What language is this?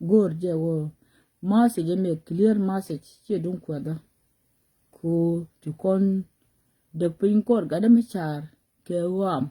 Nuer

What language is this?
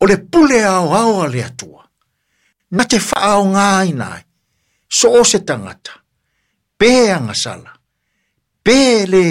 Samoan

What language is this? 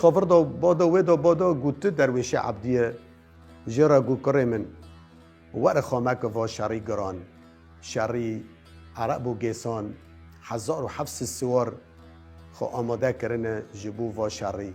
Kurdish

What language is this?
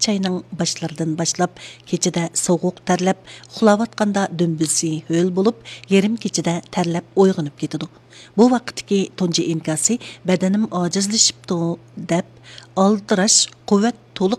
Uyghur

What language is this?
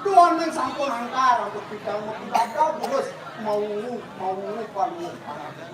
Balinese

